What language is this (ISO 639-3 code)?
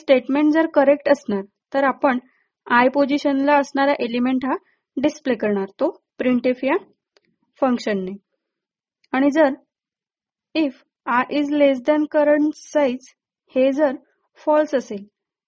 mar